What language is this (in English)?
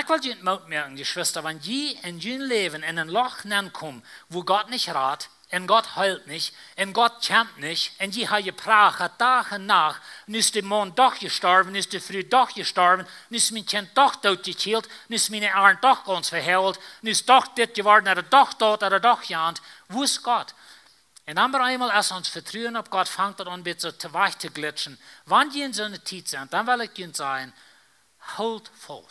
Plautdietsch